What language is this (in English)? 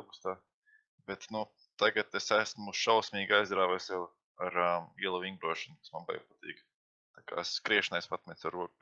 Latvian